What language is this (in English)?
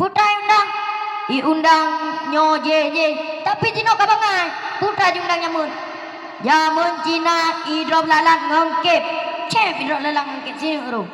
Achinese